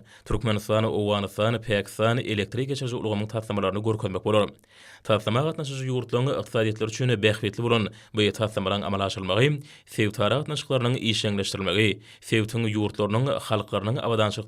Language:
Turkmen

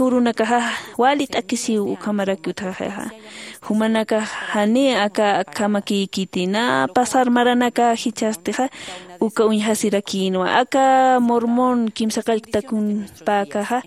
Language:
Aymara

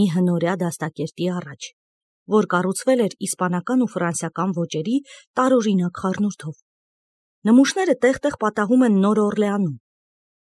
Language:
Armenian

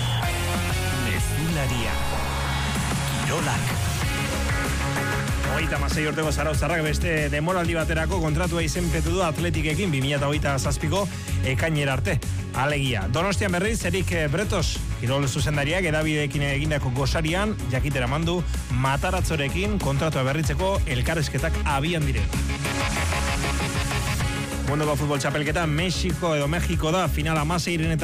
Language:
Basque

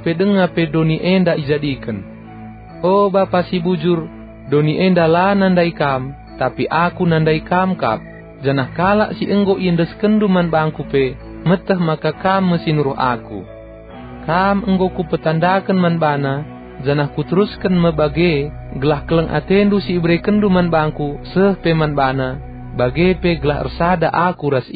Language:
Batak Karo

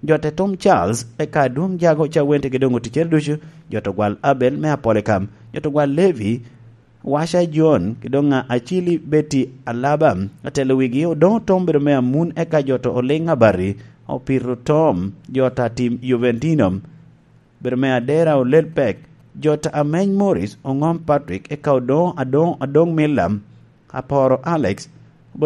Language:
Lango (Uganda)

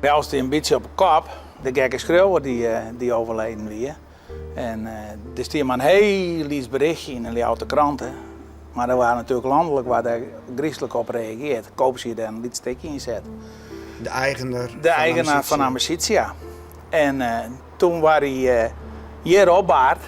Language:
Western Frisian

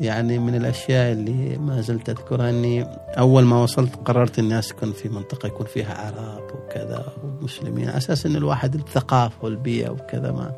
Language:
Gulf Arabic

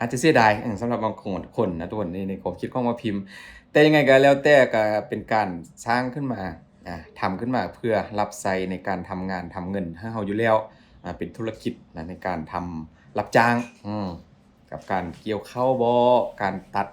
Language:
Lao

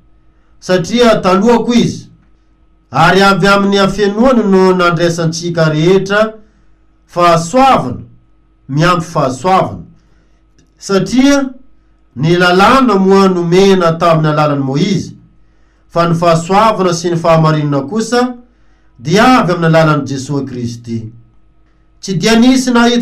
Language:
Malagasy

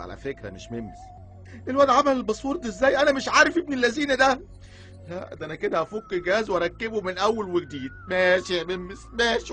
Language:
Egyptian Arabic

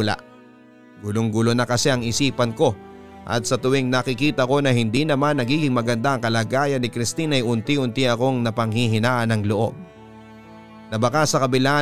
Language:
Filipino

